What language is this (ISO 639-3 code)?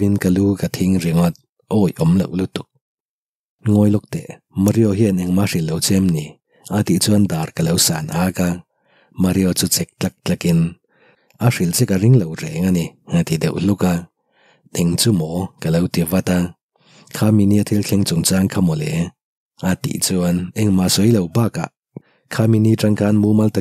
lus